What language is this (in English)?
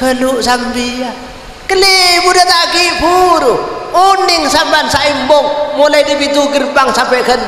Madurese